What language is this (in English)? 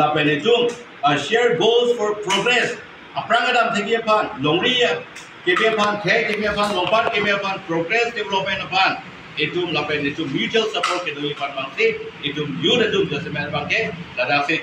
Karbi